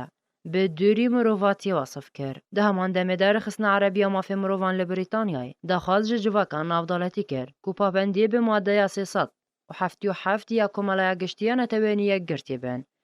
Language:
Kurdish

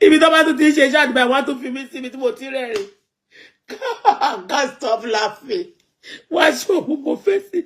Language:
Yoruba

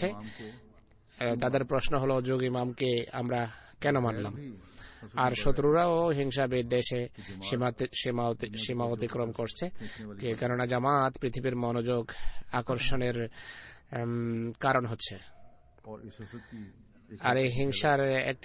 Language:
Bangla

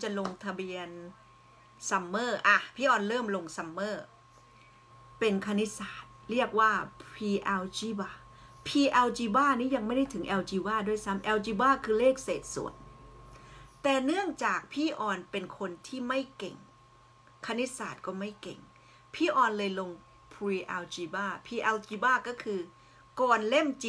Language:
Thai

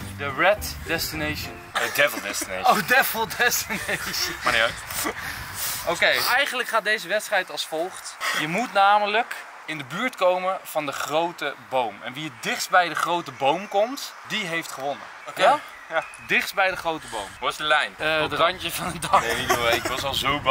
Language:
Dutch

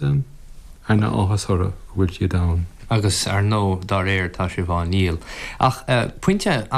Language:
Irish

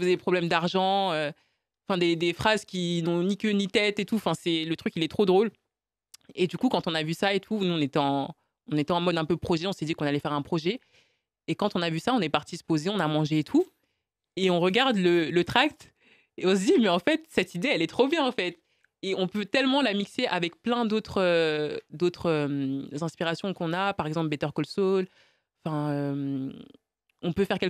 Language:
French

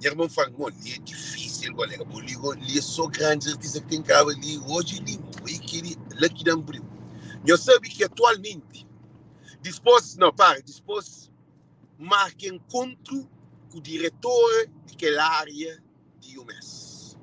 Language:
Kabuverdianu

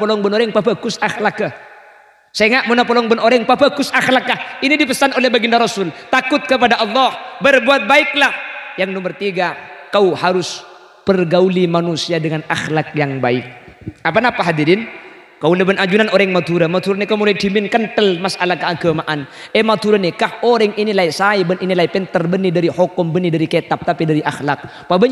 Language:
Madurese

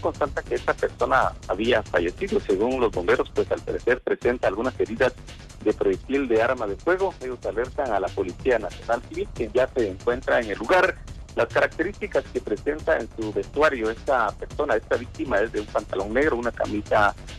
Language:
Spanish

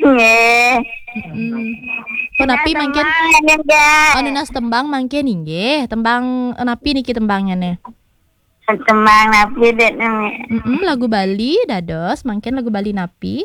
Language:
Balinese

